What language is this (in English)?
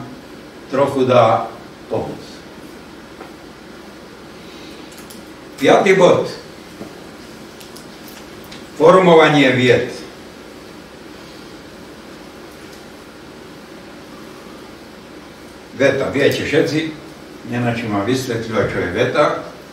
Slovak